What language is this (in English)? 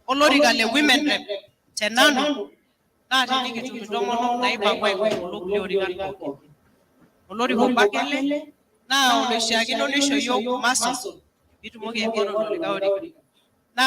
Masai